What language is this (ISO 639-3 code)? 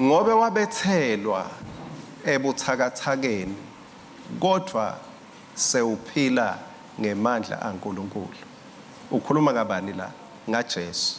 ssw